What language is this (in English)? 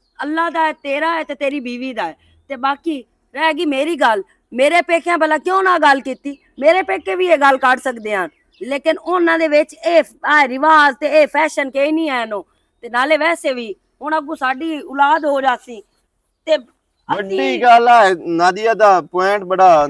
Western Panjabi